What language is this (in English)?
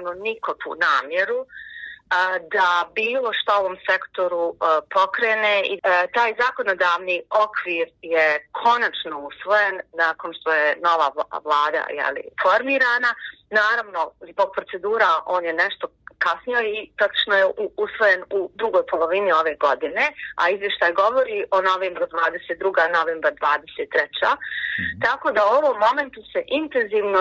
Bosnian